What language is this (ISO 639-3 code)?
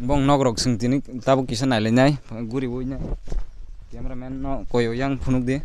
trp